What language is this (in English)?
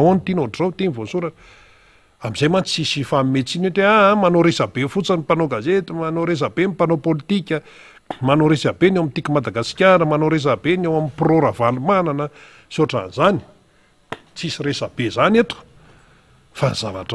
Malagasy